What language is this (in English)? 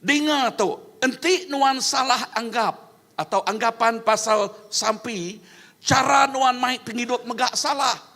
Iban